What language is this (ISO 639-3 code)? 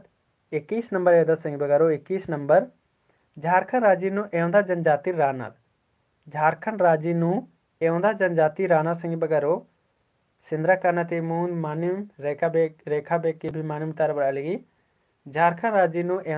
kru